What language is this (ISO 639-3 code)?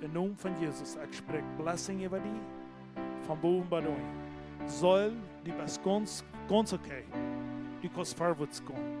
pdt